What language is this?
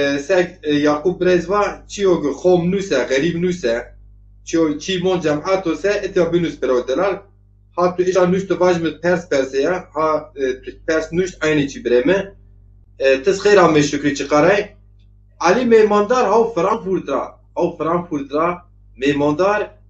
Zaza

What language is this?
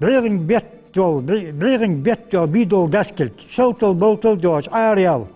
Ingush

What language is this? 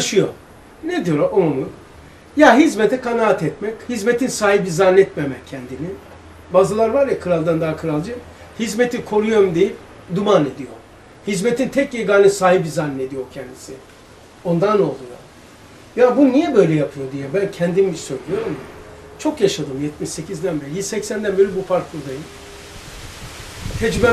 Turkish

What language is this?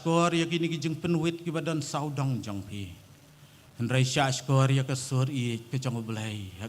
Khasi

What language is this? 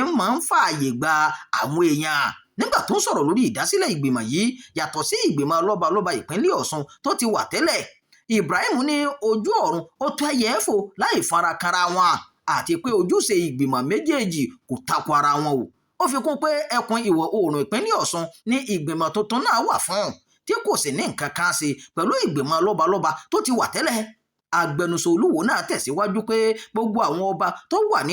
Yoruba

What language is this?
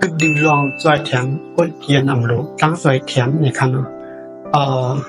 Shan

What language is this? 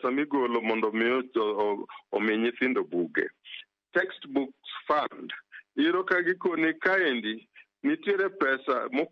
Luo (Kenya and Tanzania)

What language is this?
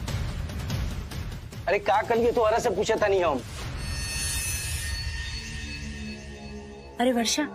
Bhojpuri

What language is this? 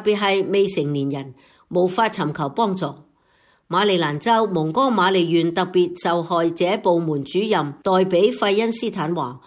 Cantonese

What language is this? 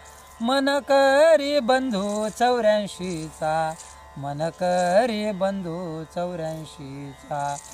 Marathi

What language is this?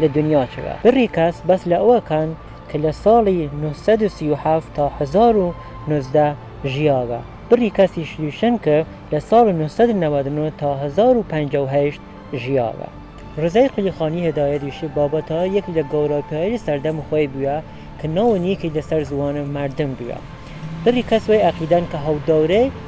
Kurdish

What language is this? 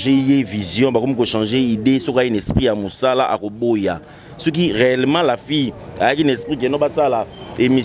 Lingala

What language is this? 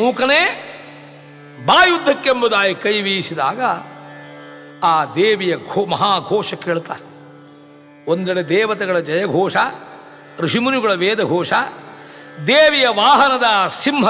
Kannada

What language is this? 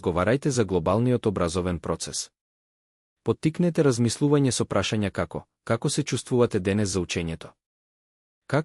Macedonian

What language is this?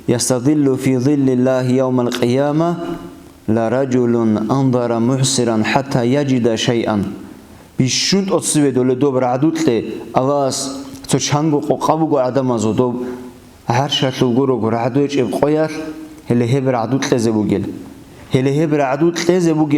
Avaric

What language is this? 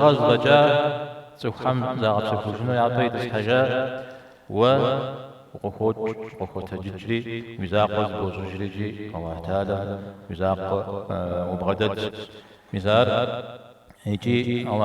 Kabardian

